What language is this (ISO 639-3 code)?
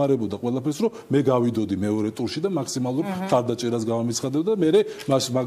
kat